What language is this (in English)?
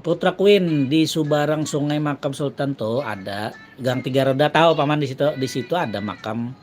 Banjar